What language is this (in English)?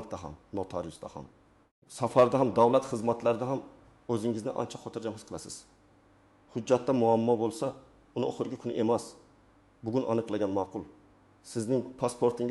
Uzbek